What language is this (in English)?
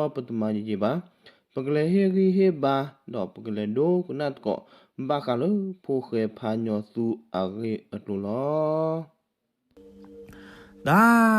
S'gaw Karen